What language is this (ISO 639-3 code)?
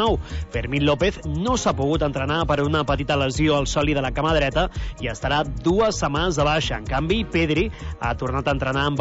cat